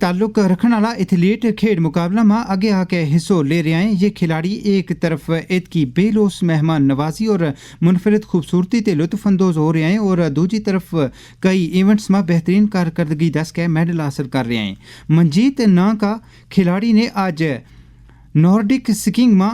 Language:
Gujari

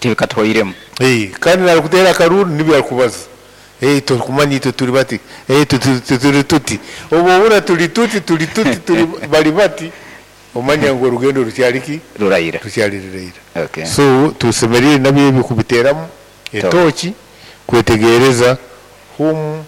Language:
Nyoro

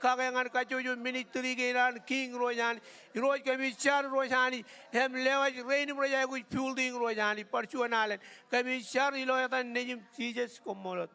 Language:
Marshallese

